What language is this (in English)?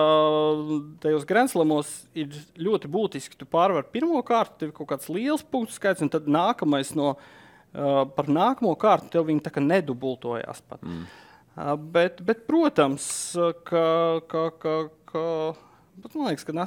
Latvian